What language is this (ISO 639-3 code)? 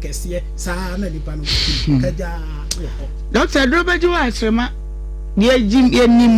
aka